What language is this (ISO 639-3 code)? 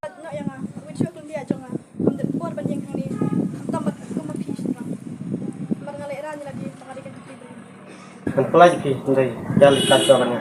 kha